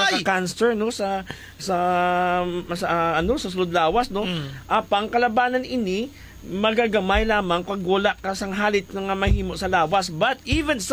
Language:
Hiligaynon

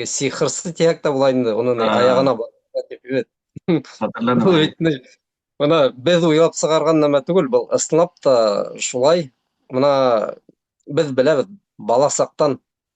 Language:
Bashkir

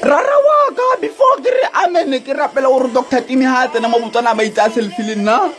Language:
Tswana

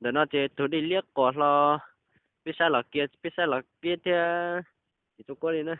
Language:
Hmong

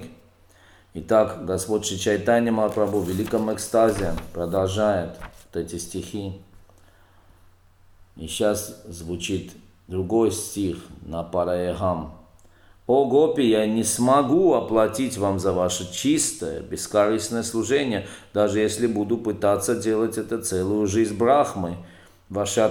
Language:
Russian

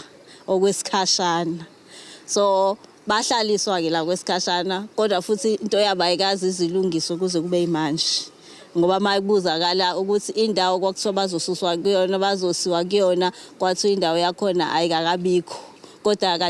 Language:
Zulu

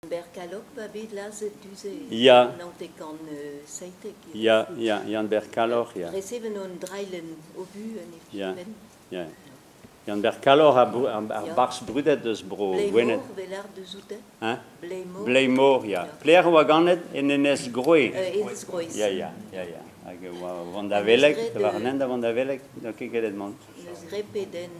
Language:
Breton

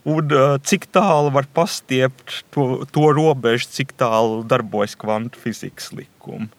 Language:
Latvian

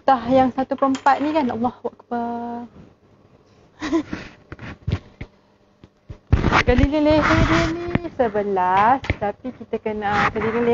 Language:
Malay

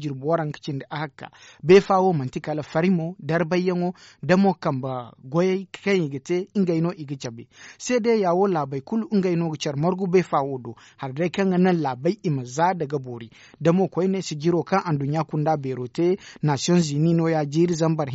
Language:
Zarma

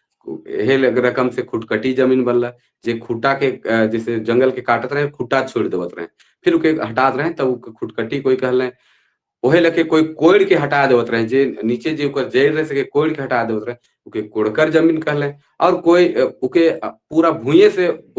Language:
Sadri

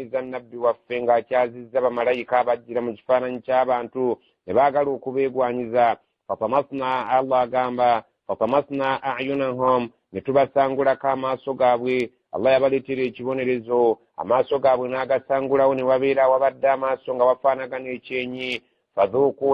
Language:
Ganda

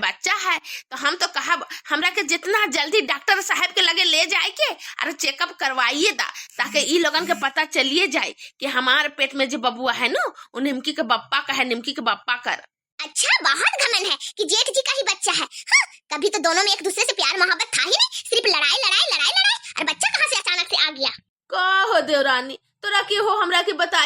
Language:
Bhojpuri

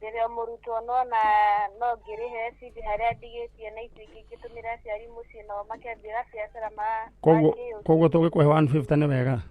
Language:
Kikuyu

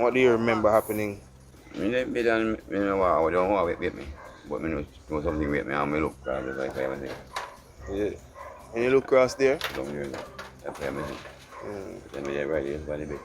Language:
Jamaican Creole English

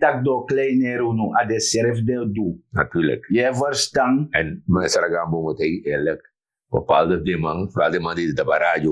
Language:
Sranan Tongo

